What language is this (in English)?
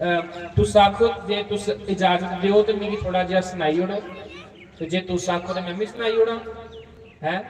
Dogri